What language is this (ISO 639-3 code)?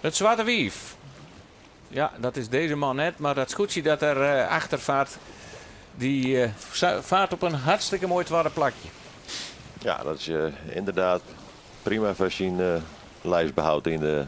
fry